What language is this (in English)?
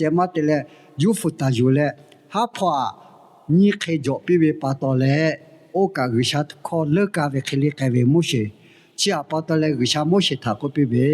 Lahu